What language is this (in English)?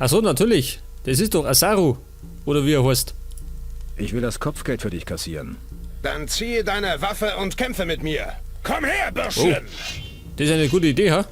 Bavarian